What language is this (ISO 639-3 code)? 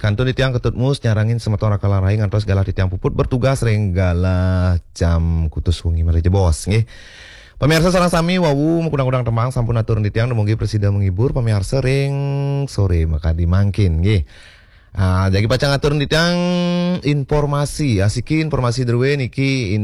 ban